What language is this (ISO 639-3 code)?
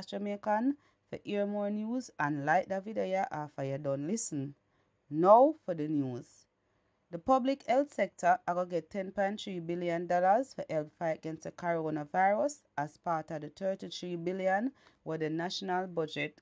jam